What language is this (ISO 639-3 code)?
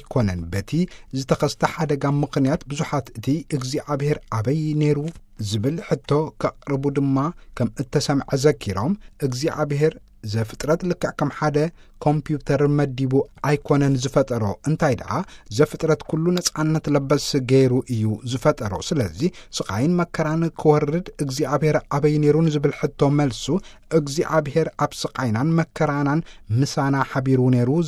tir